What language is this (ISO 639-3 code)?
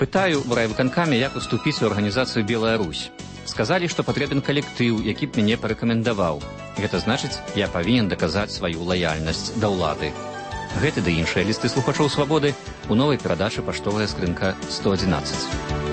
bel